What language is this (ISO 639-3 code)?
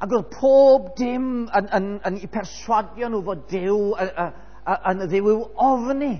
cym